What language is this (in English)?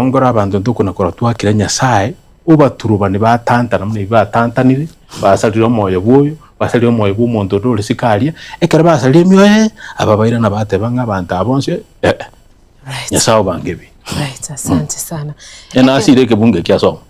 Gusii